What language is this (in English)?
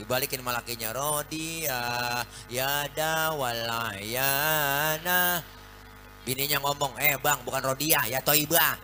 Betawi